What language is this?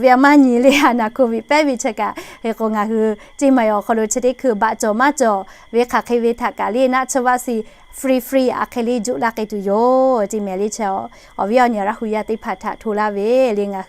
Lahu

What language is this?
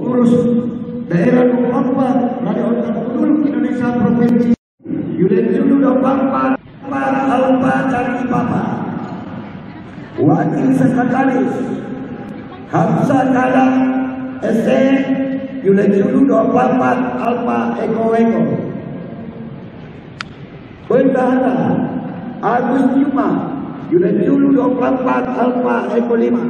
Indonesian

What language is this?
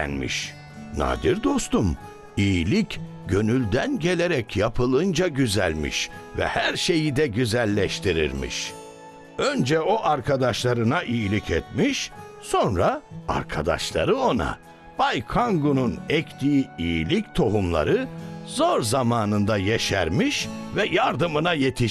Turkish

